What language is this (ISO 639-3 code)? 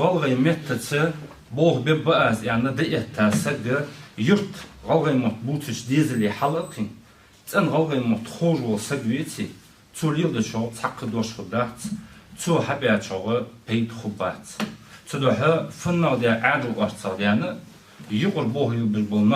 inh